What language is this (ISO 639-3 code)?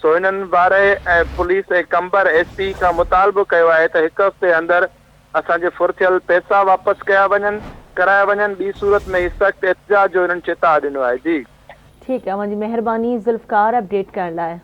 snd